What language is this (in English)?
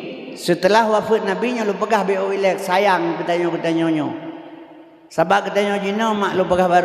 Achinese